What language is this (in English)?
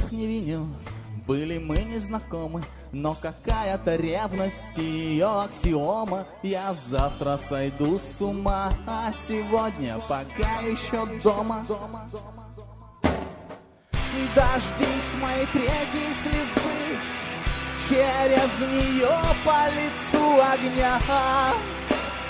Russian